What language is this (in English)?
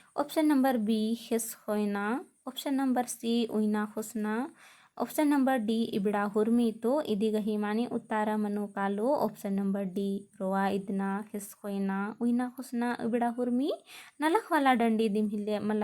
Kurukh